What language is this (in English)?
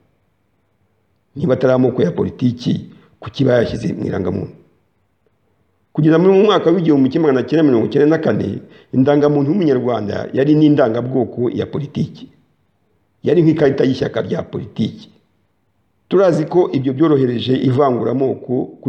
Kinyarwanda